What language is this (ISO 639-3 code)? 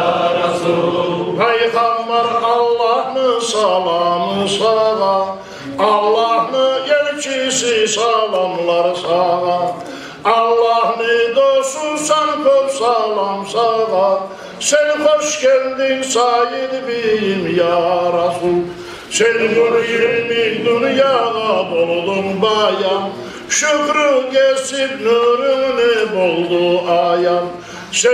kum